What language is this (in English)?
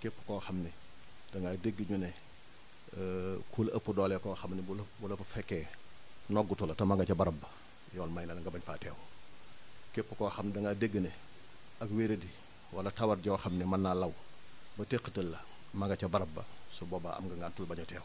Wolof